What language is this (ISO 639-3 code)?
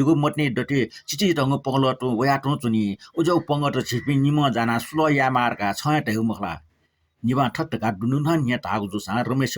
new